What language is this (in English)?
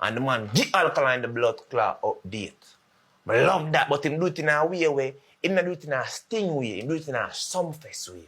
Jamaican Creole English